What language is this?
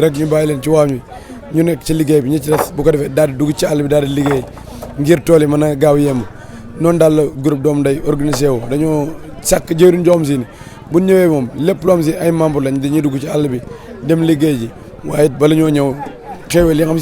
Wolof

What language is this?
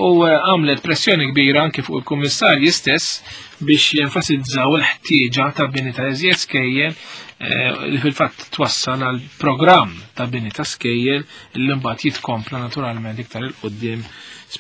Maltese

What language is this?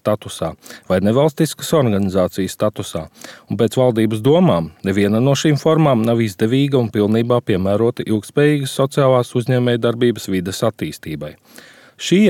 Latvian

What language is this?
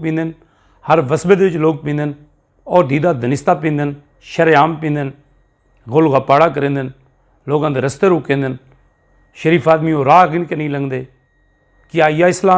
Saraiki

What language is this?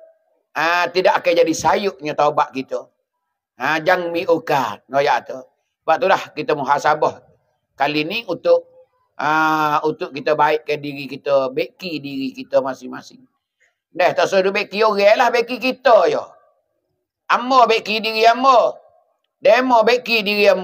Pattani Malay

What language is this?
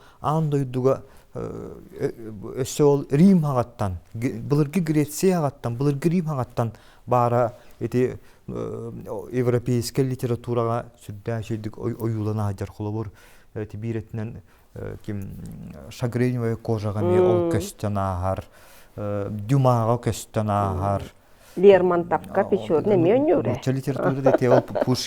Yakut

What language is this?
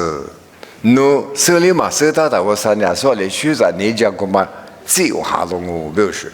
Lisu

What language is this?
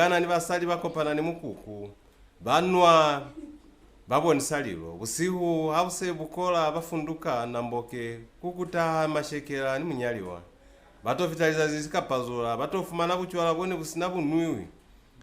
Lozi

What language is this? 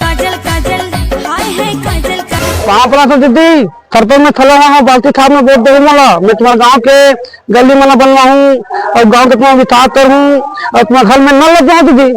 Chhattisgarhi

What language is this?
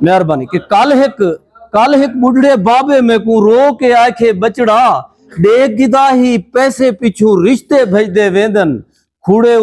Saraiki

